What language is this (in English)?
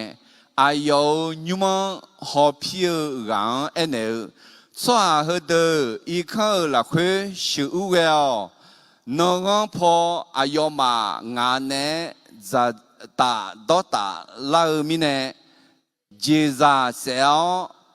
Akha